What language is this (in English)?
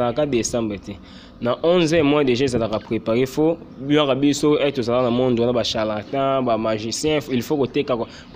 Lingala